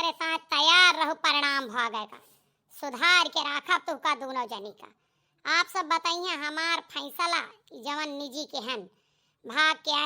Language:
Awadhi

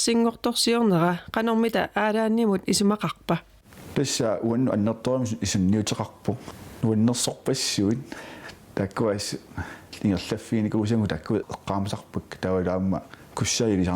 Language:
Kalaallisut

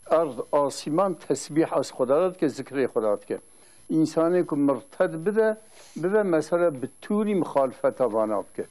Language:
Kurdish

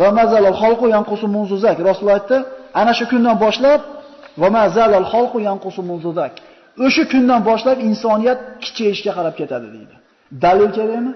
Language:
Uzbek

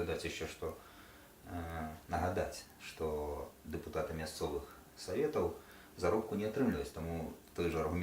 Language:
Belarusian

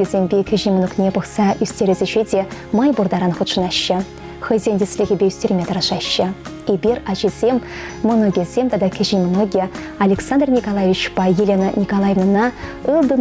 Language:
Chuvash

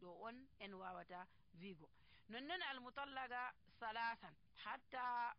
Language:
Nigerian Fulfulde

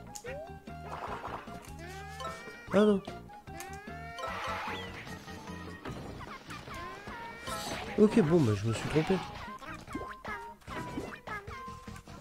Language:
French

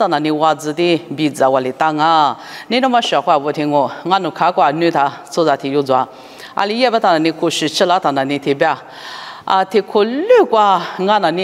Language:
Lisu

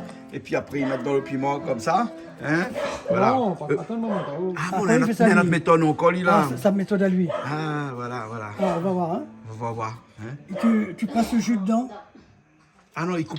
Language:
Réunion Creole French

